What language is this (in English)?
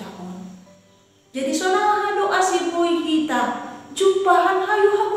Batak Simalungun